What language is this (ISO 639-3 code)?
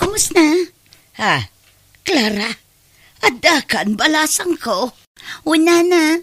ilo